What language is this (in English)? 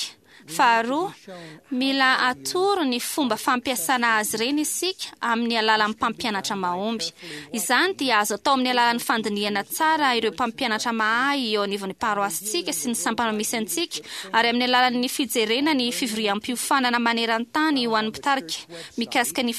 Malagasy